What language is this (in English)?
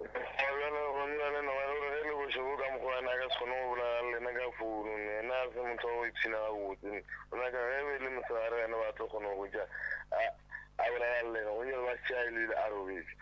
Northern Sotho